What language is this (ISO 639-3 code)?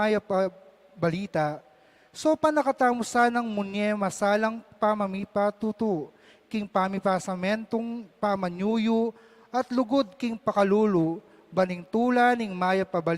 pam